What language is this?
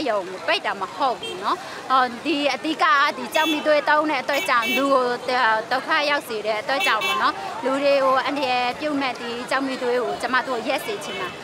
Burmese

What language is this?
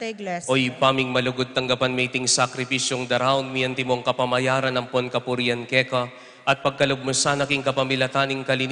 Pampanga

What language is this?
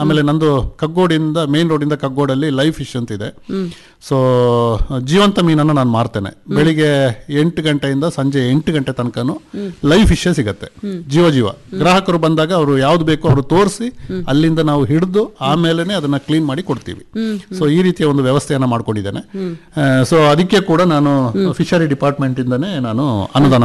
Kannada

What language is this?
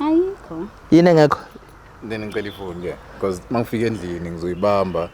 Zulu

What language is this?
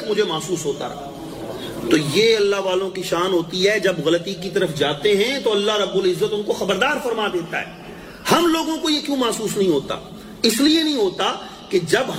Urdu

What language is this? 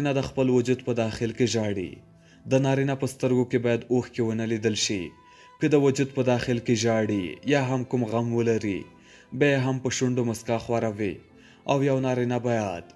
Pashto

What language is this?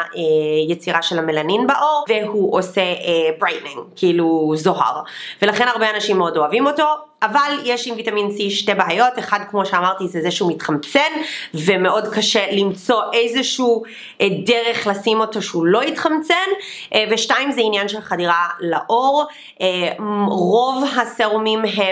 Hebrew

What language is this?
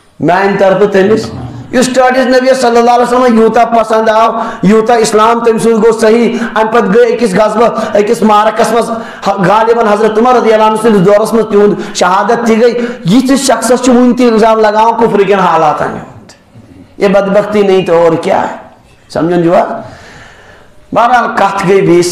Kashmiri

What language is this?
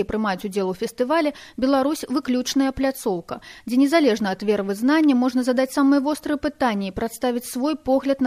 Belarusian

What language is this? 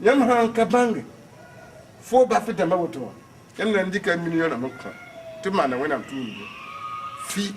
Mossi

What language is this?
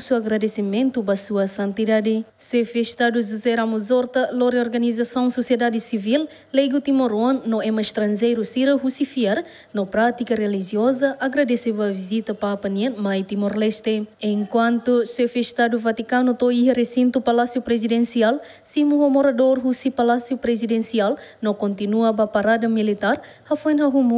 Tetum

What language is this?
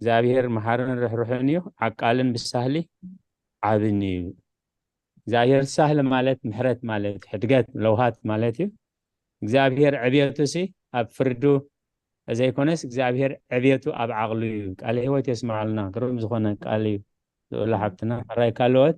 Tigrinya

